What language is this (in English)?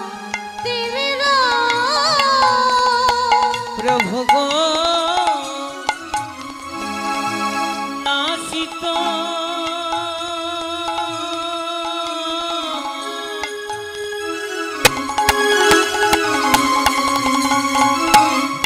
Bangla